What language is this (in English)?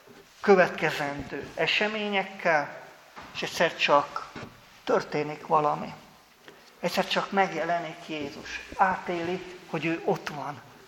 Hungarian